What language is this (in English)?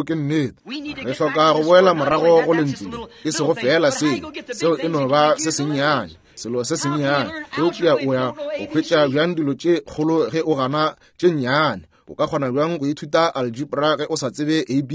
Northern Sotho